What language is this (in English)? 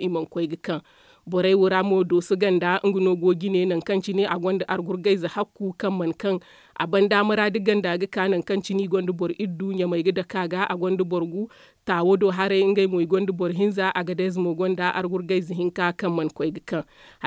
Zarma